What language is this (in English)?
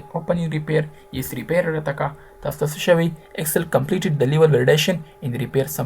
Pashto